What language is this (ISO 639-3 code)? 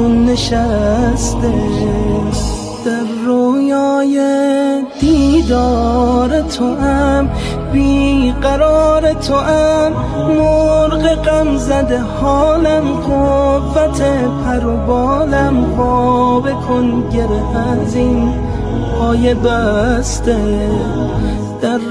fas